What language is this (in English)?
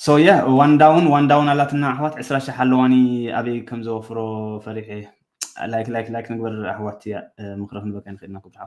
Tigrinya